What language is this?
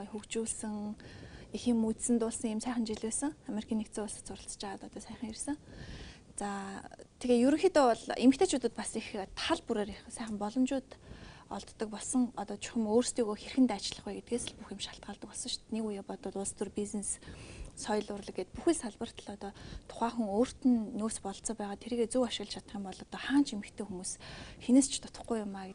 Mongolian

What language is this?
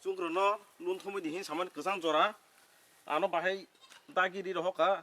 Kok Borok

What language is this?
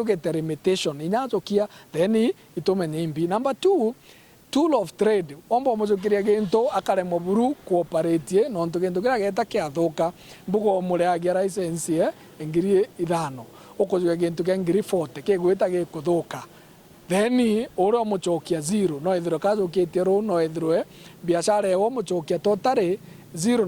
Meru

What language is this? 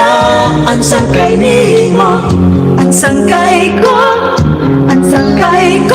Waray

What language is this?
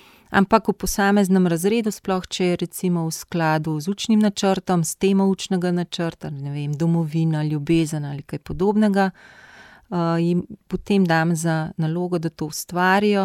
Slovenian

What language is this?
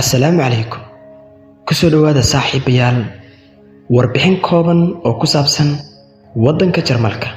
Somali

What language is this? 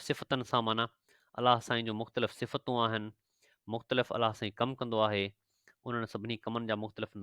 Sindhi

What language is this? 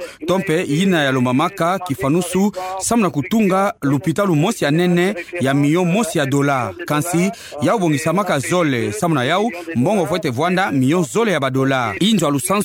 Kituba (Democratic Republic of Congo)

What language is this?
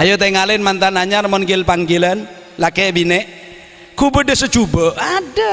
Madurese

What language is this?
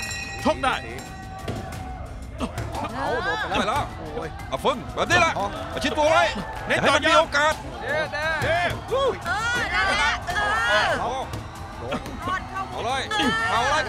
Thai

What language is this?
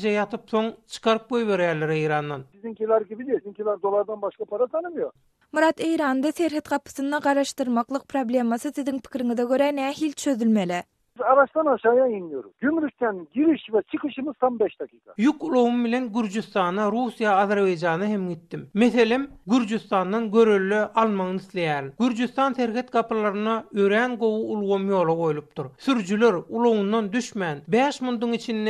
Turkmen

